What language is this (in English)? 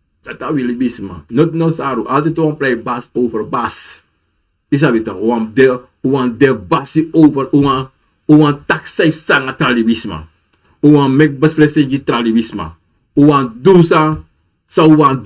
Sranan Tongo